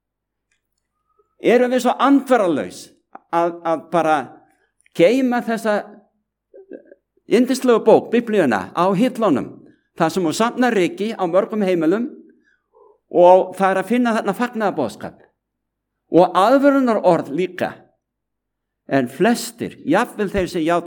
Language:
Icelandic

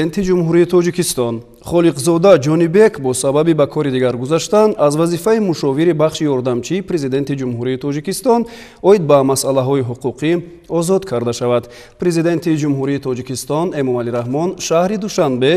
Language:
Tajik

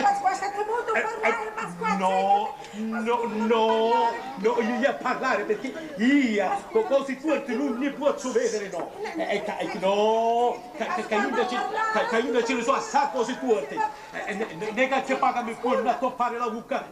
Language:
Sicilian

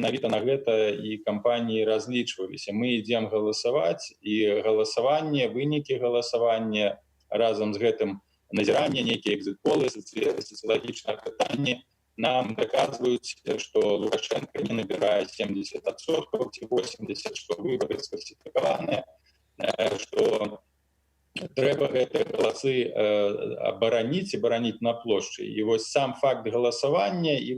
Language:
Belarusian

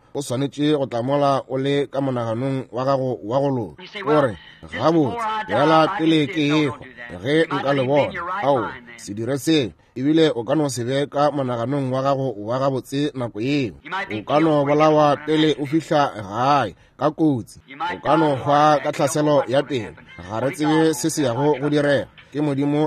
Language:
Northern Sotho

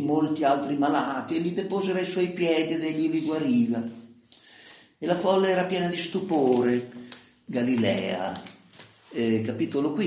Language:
Italian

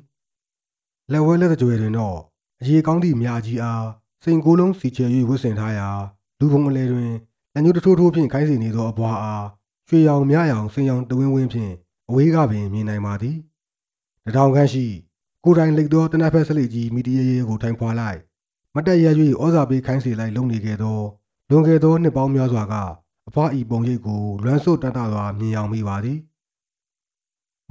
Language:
Burmese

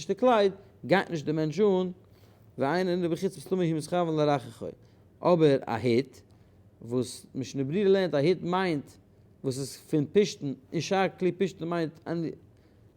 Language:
Yiddish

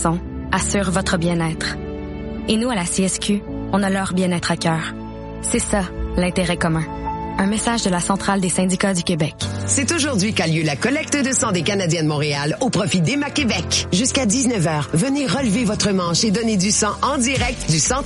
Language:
French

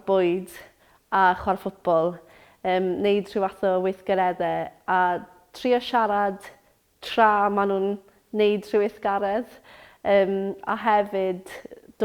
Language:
Welsh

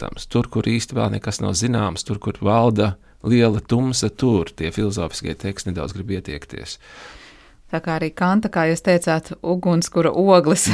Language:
Latvian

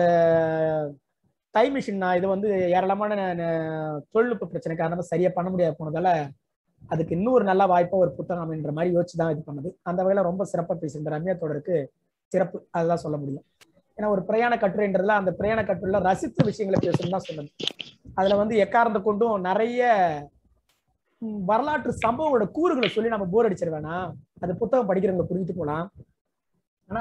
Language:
Tamil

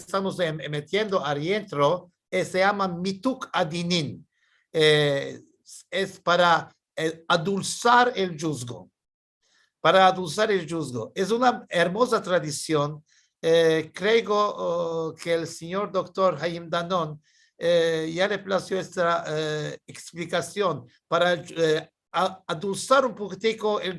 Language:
Ladino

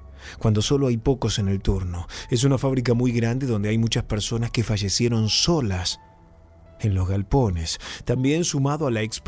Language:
Spanish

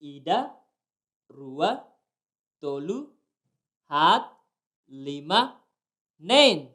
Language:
Tetum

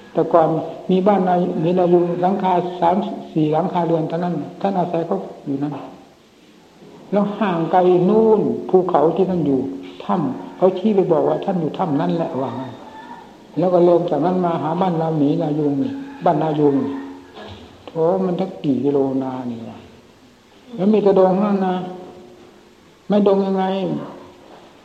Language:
Thai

